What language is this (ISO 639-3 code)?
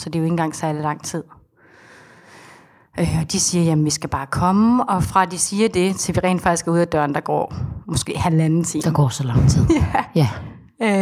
dan